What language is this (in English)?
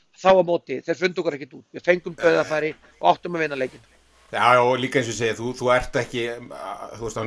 Icelandic